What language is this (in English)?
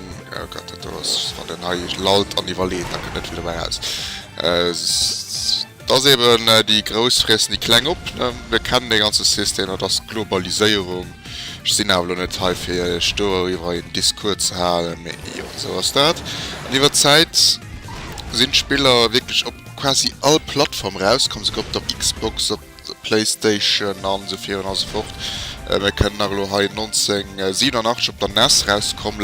Luxembourgish